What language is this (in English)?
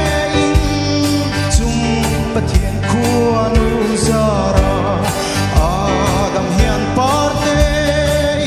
Mizo